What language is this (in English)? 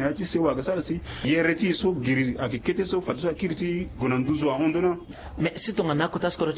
Sango